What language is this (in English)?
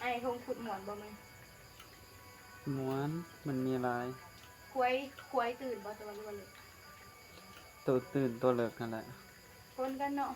Northeastern Thai